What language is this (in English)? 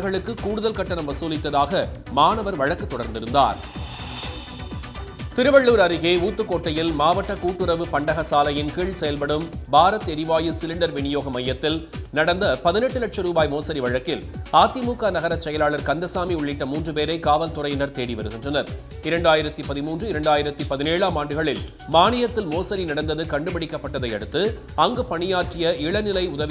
Tamil